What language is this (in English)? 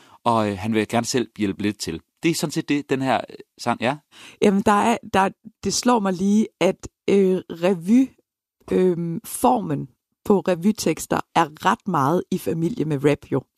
Danish